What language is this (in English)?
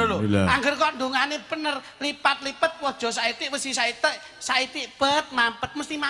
Javanese